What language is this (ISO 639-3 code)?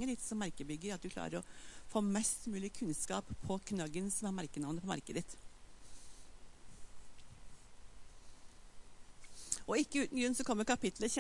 nor